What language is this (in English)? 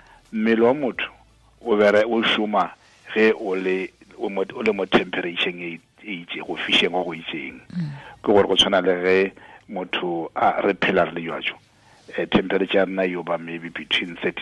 Tswana